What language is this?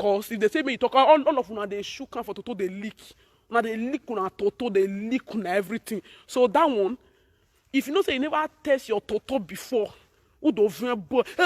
Nigerian Pidgin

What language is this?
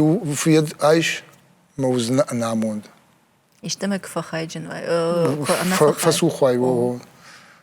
Ossetic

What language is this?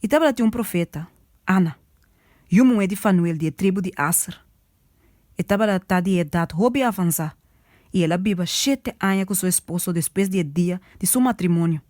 Papiamento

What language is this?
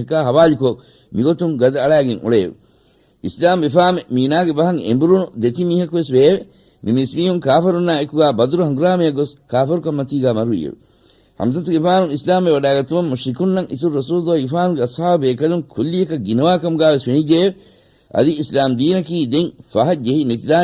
Divehi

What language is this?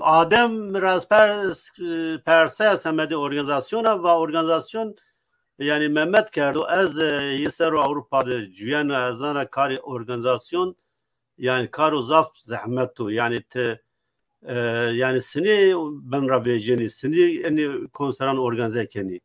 Zaza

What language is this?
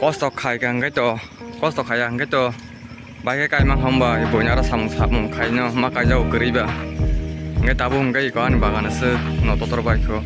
Kok Borok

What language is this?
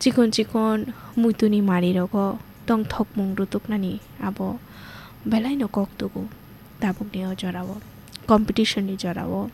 Kok Borok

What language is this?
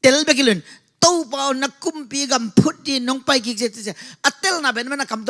Tedim Chin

